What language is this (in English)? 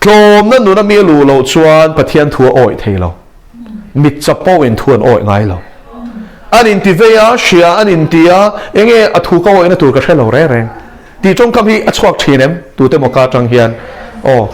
Mizo